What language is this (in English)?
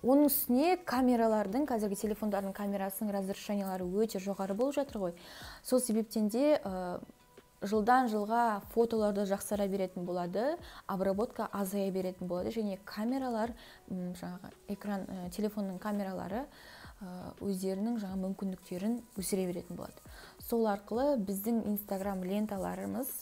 Kazakh